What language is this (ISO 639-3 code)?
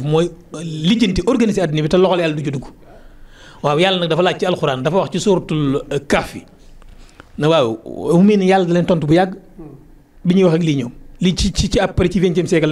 wol